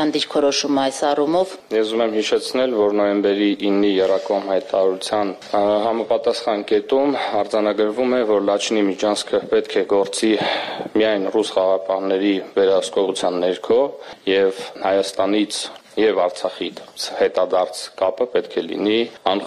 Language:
Armenian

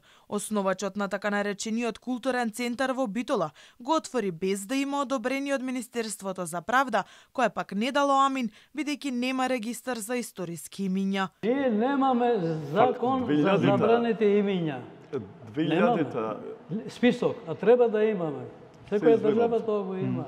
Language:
Macedonian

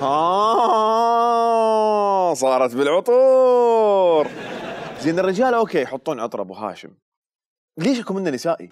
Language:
Mesopotamian Arabic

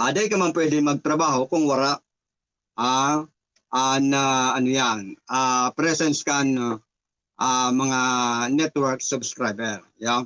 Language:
Bikol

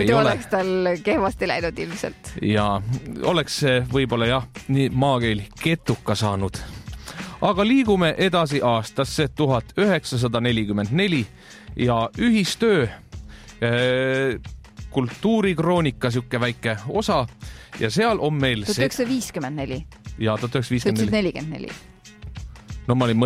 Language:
Estonian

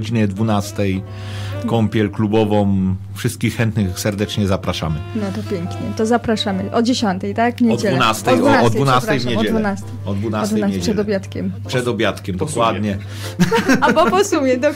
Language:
Polish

